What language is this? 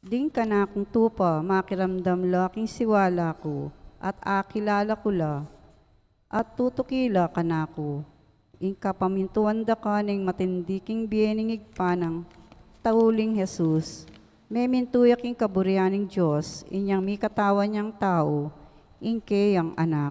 Pampanga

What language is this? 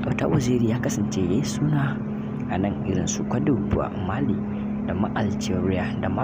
Hausa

